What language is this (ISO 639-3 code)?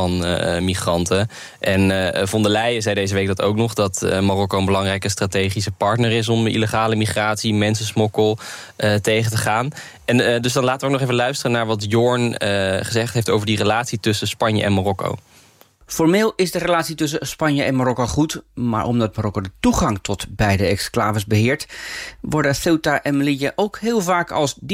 nld